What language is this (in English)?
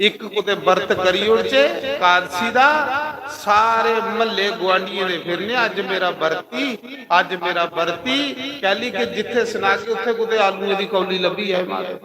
Dogri